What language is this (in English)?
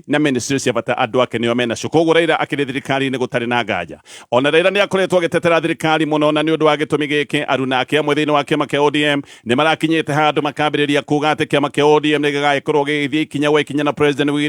Kikuyu